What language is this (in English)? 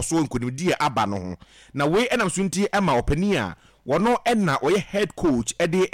Akan